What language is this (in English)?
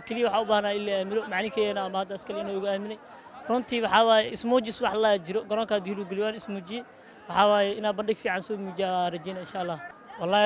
Somali